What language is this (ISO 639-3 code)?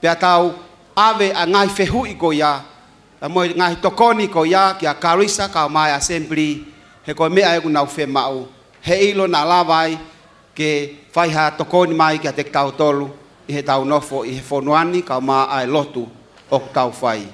ton